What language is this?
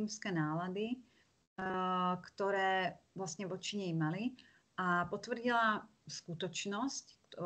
Slovak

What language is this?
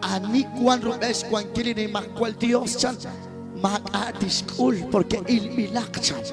Kekchí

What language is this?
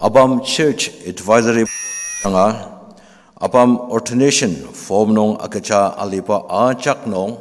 Ao Naga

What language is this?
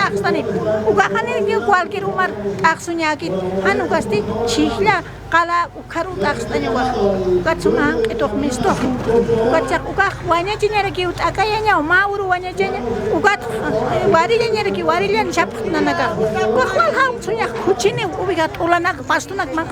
Aymara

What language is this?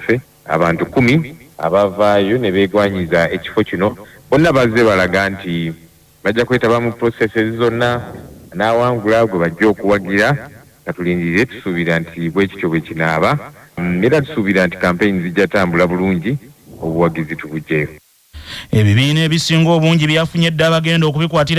Ganda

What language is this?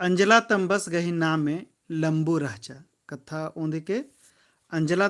Kurukh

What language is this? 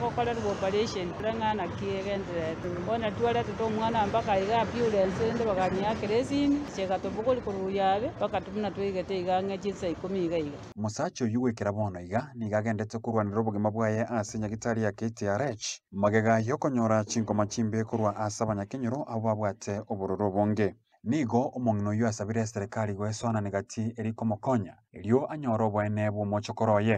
Gusii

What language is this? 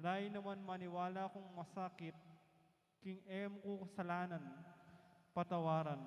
Pampanga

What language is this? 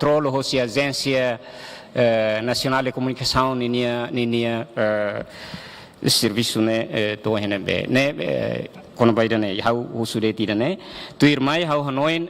Tetum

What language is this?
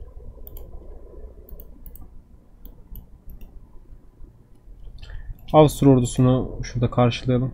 Turkish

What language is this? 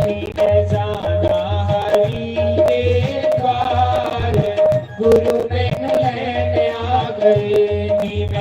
Dogri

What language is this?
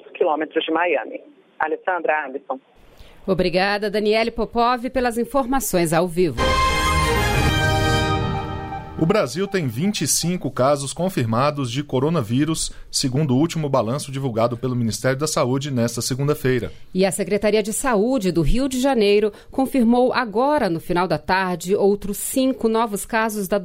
Portuguese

